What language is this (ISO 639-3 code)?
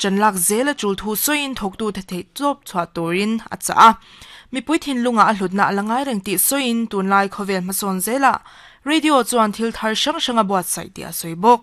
lus